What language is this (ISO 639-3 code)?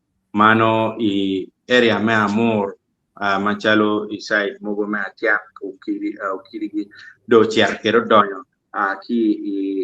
ach